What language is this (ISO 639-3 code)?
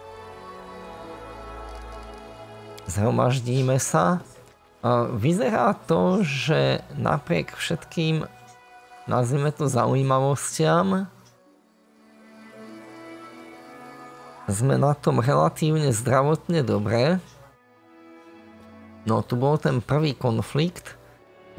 slk